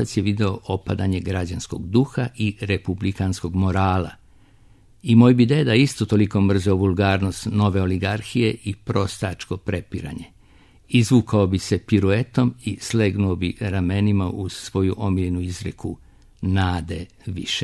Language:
Serbian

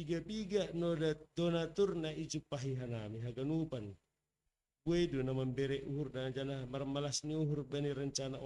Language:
Batak Simalungun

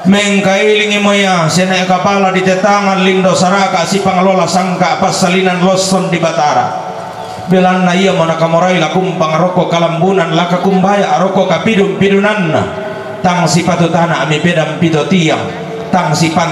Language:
Toraja-Sa'dan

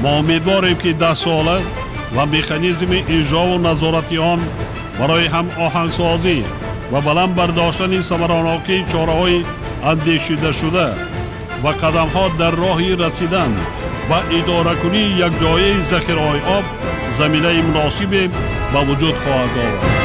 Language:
Tajik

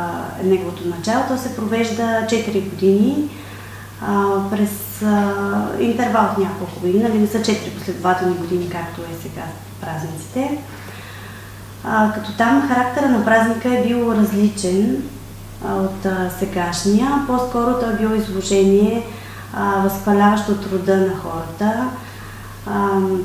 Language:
Bulgarian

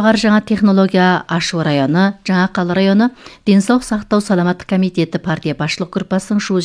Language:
Kazakh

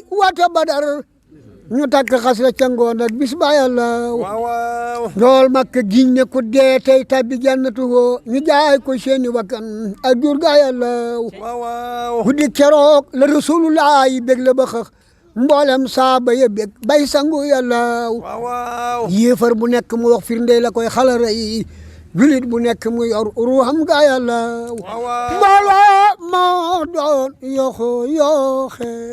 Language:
Wolof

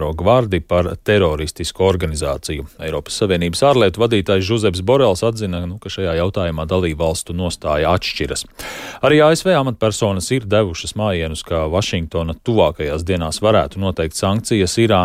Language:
Latvian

